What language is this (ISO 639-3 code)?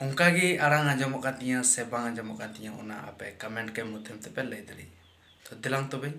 sat